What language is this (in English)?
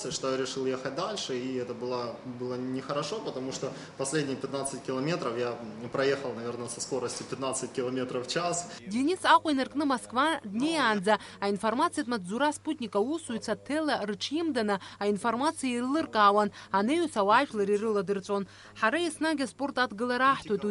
Abkhazian